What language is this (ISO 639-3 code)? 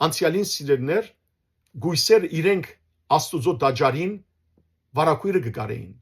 hyw